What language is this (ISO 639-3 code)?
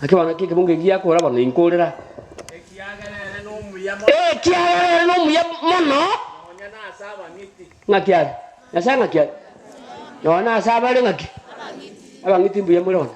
guz